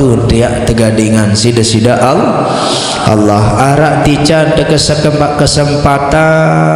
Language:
Sasak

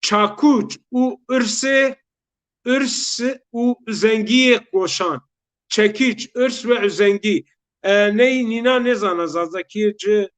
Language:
Zaza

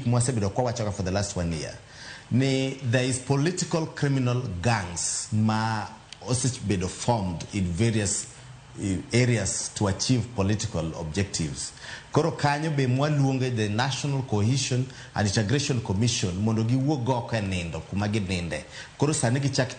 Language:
Luo (Kenya and Tanzania)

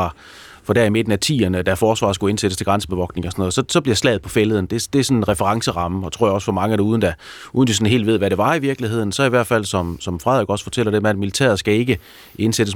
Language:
Danish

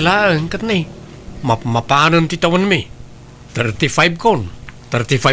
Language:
Iloko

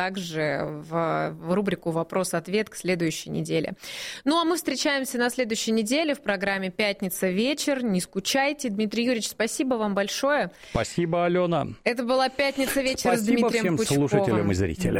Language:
Russian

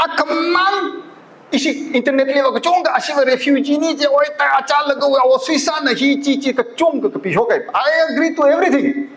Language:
Tangkhul Naga (India)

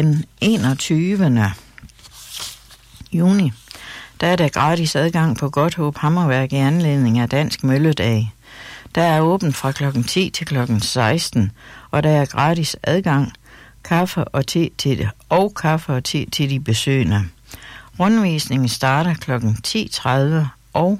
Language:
Danish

